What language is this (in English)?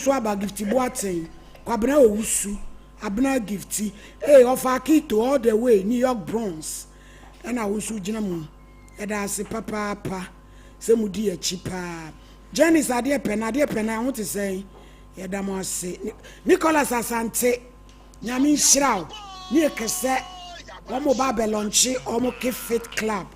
Akan